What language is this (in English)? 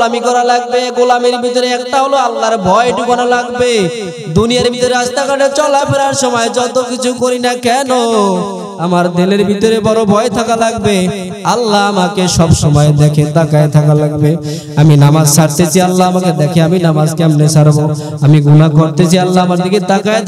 Bangla